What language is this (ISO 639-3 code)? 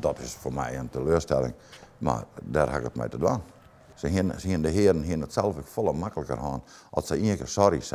fry